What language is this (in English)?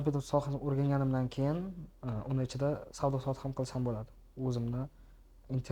Uzbek